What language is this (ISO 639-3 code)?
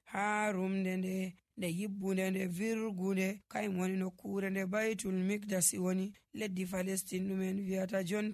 fuv